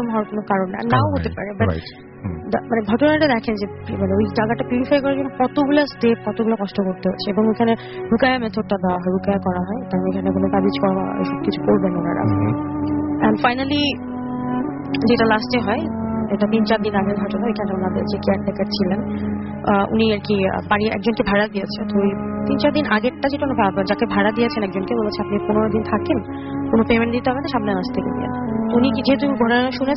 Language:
Bangla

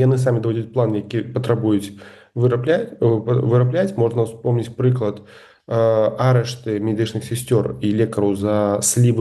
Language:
Belarusian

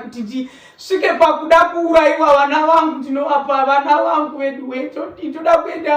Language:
Shona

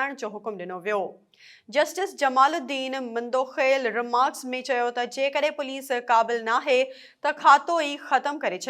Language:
Sindhi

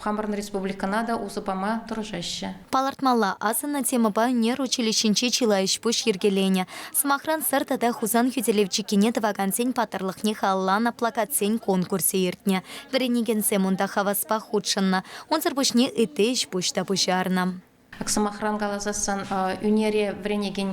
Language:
Chuvash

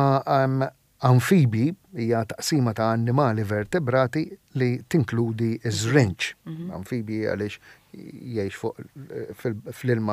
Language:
Maltese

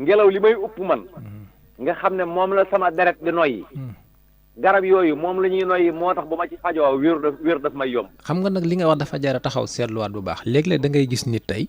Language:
Wolof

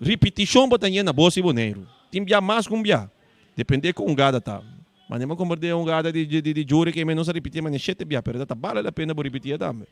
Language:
Papiamento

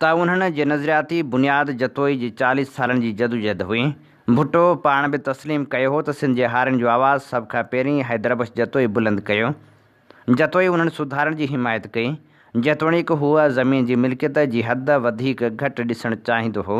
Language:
Sindhi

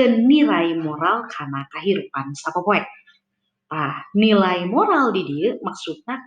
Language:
Sundanese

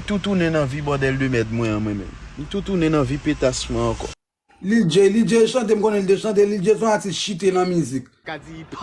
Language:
Haitian Creole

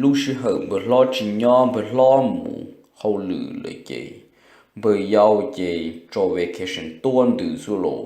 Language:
Hmong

